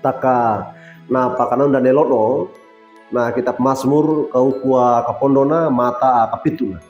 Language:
Wejewa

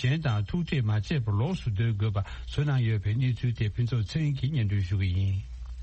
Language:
Tibetan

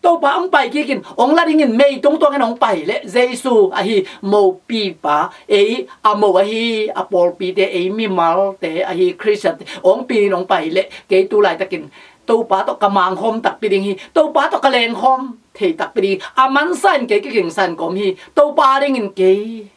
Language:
Tedim Chin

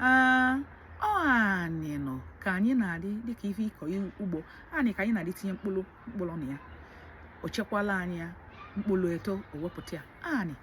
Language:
Igbo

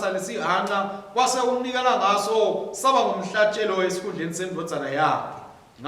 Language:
Swati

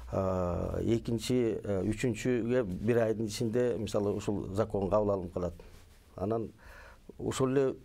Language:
Kyrgyz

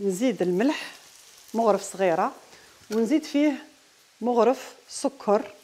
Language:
Algerian Arabic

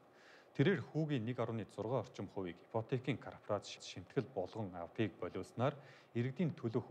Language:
Mongolian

